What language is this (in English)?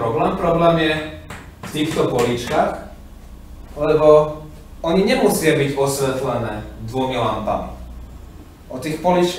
Slovak